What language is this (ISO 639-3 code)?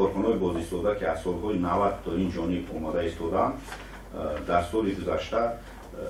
tgk